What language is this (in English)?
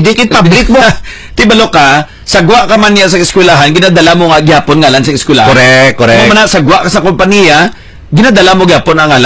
Hiligaynon